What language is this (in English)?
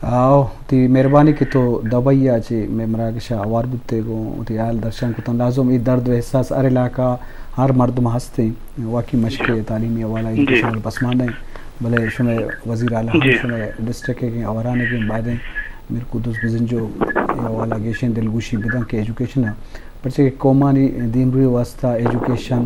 Eastern Balochi